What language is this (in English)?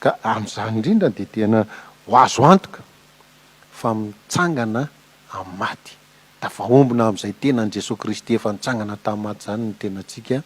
Malagasy